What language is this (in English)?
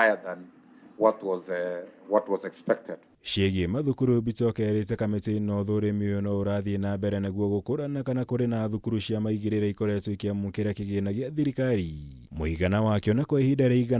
Kikuyu